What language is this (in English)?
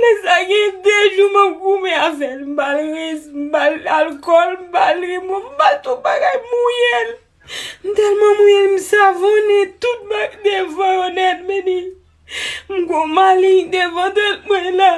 Haitian Creole